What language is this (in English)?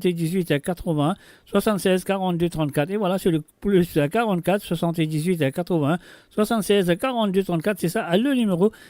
Morisyen